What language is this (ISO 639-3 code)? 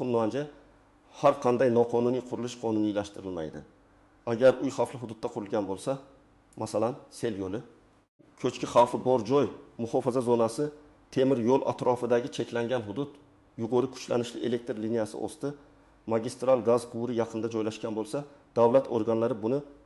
uzb